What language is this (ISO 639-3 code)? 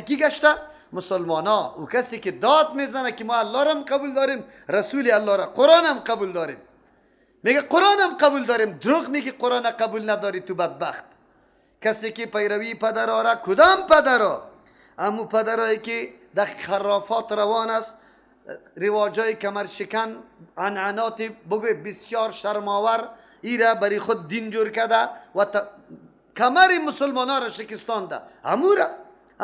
fas